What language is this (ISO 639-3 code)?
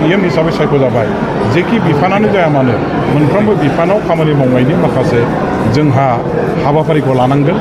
brx